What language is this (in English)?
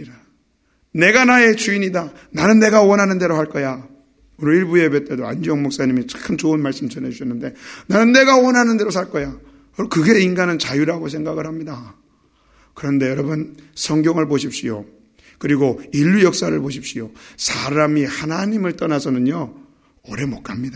Korean